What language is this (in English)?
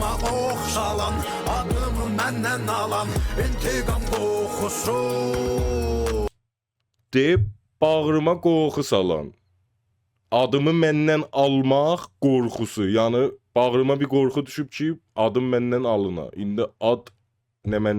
South Azerbaijani